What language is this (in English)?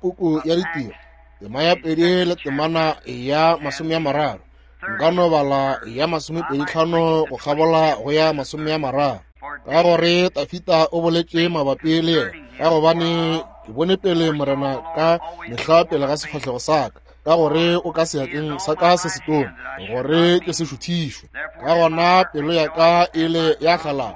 Northern Sotho